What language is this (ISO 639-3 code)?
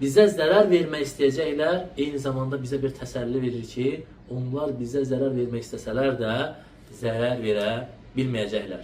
aze